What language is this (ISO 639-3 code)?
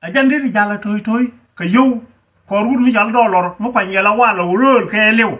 nus